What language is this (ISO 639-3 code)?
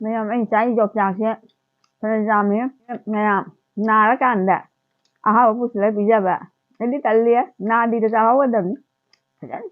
mni